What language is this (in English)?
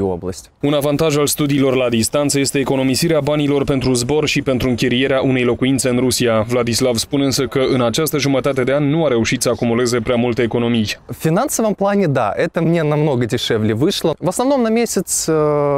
Romanian